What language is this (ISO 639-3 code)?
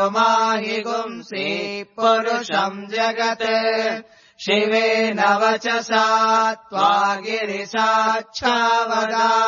san